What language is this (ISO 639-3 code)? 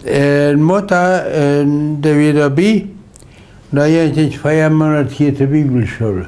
pdt